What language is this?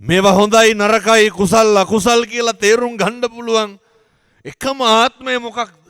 Sinhala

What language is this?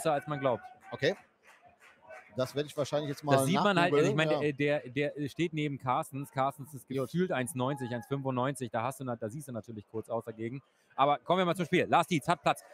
German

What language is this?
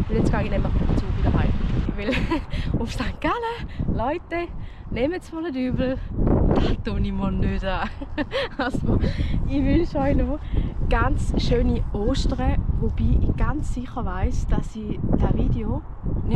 Swiss German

